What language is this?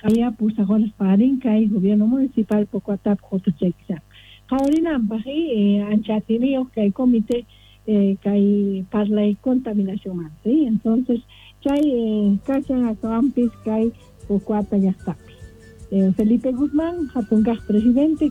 South Bolivian Quechua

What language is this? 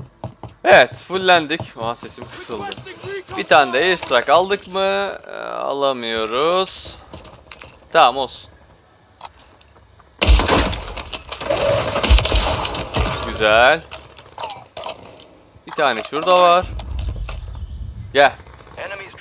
Turkish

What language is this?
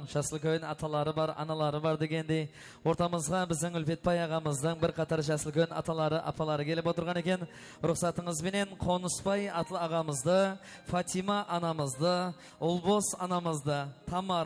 Kara-Kalpak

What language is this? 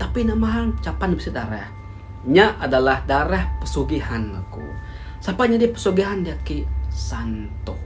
Iban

